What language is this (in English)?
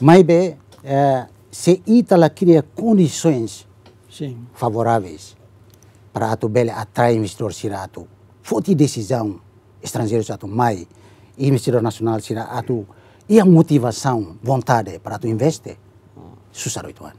Tetum